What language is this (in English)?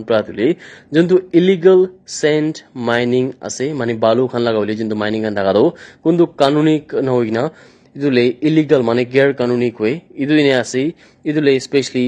Naga Pidgin